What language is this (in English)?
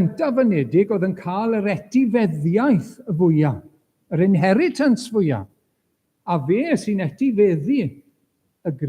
Welsh